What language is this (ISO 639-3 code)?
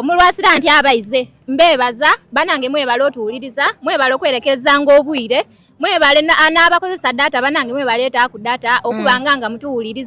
xog